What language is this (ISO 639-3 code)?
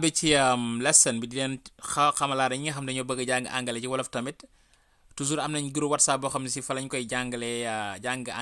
wol